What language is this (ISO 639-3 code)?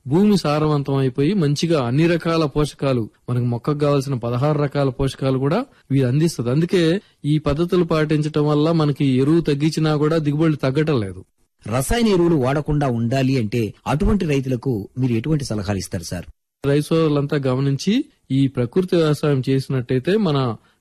tel